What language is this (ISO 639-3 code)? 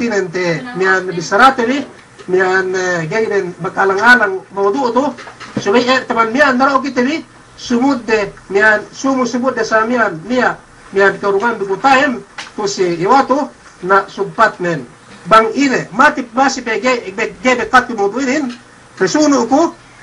yka